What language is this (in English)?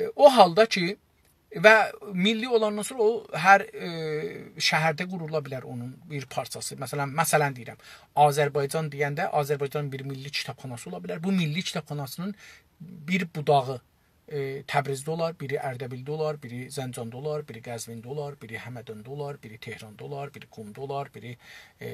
South Azerbaijani